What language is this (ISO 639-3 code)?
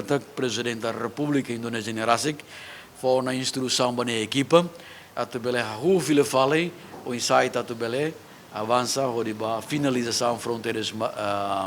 tet